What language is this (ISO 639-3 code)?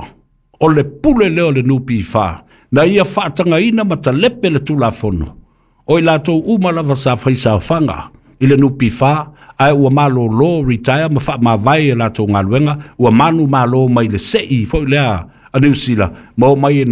smo